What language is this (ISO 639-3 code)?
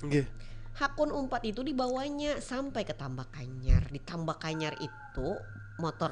bjn